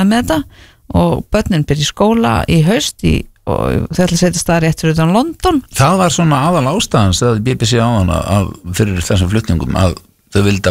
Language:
Icelandic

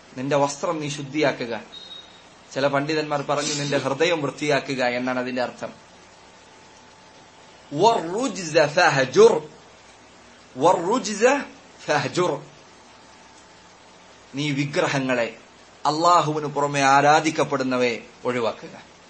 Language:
Malayalam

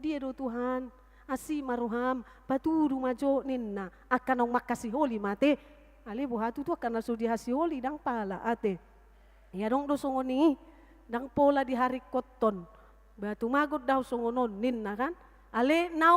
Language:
Batak Toba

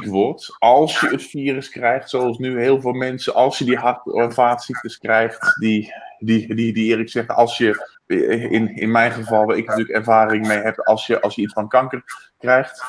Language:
Dutch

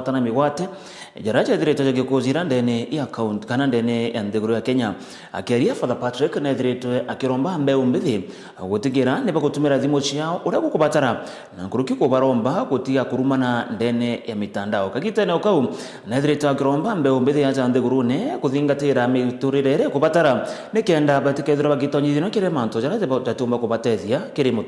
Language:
Meru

